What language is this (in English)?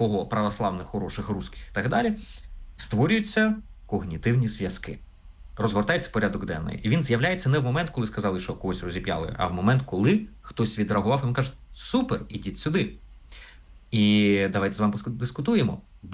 Ukrainian